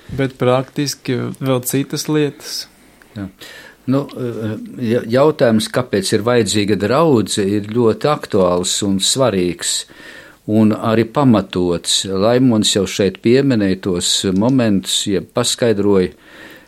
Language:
Latvian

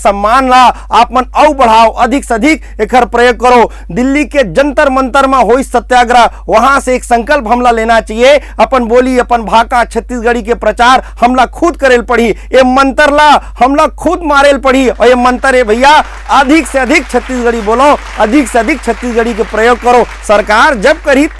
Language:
Chhattisgarhi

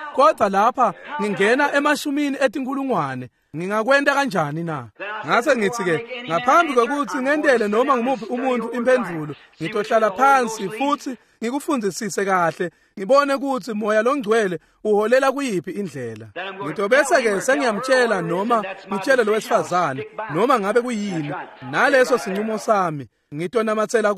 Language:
Swati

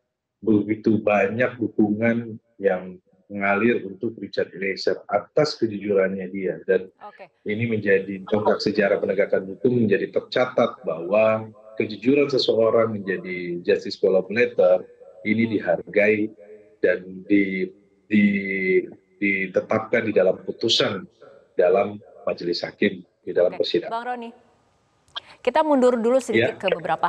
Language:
Indonesian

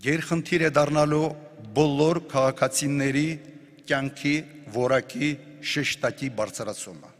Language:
Armenian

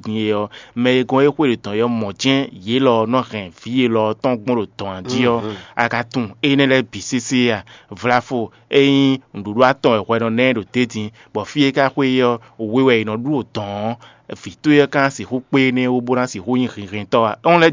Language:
Fon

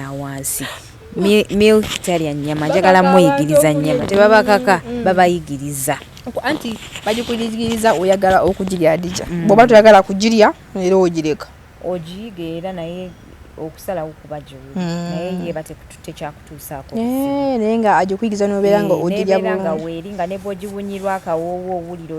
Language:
Ganda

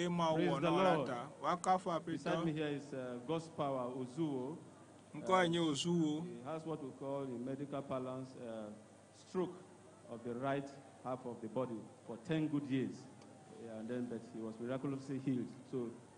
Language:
Ewe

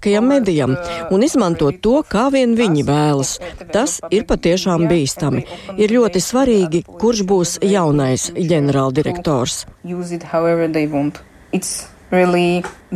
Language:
Latvian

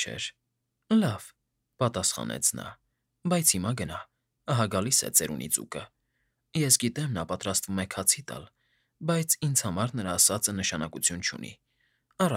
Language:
Armenian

